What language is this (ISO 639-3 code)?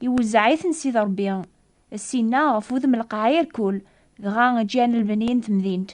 kab